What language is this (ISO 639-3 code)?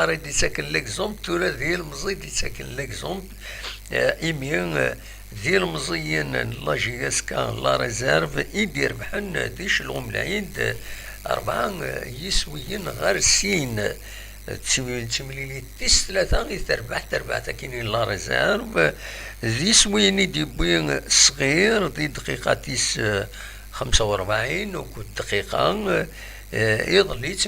kab